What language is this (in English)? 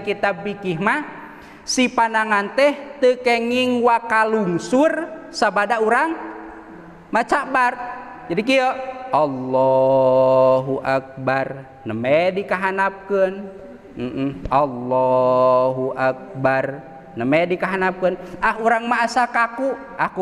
Sundanese